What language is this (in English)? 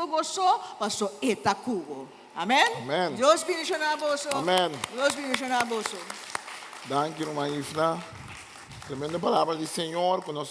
Papiamento